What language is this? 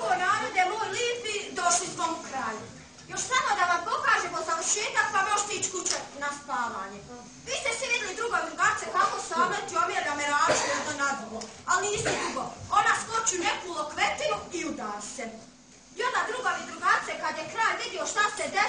Bosnian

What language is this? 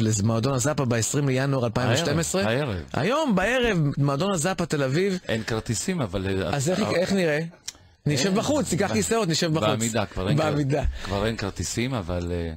Hebrew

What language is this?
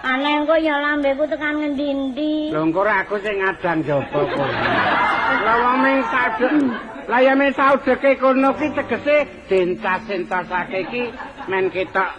Javanese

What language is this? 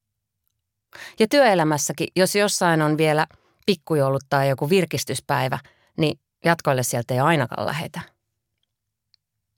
Finnish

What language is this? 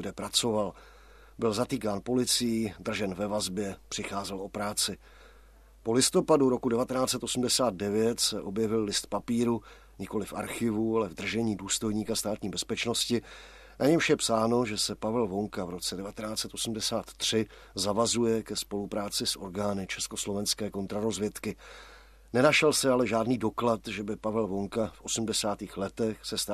Czech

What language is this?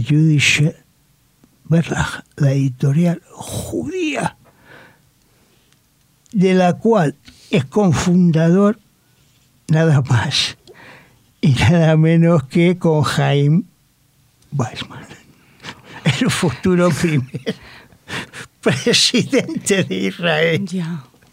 Spanish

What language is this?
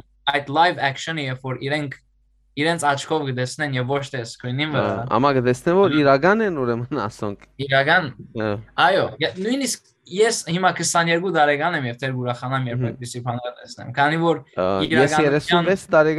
Western Armenian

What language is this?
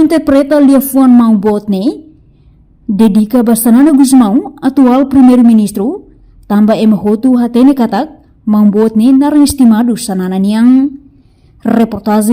Tetum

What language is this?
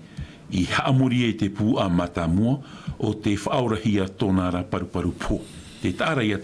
Tahitian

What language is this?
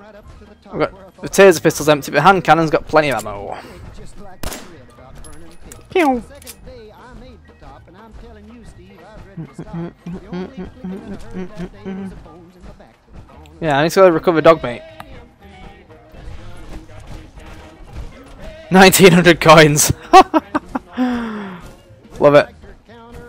English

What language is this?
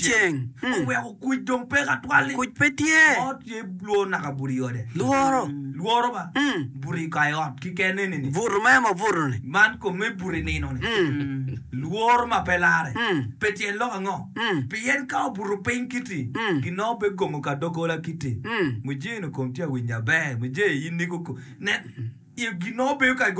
Acoli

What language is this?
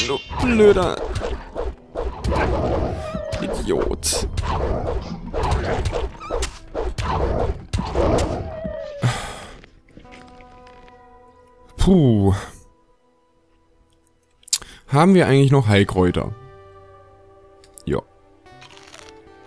German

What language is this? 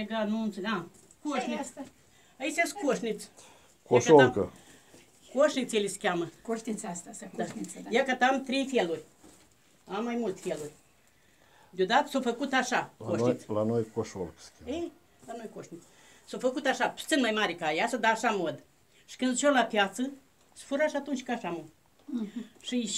Romanian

